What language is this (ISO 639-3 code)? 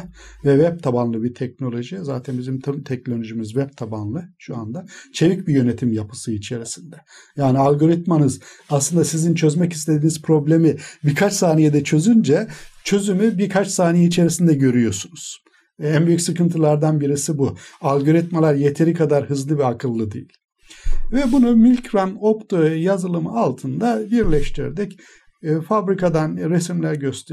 tur